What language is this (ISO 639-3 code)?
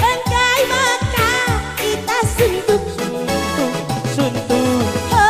btx